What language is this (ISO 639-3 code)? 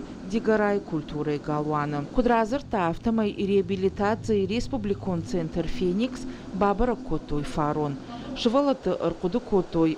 oss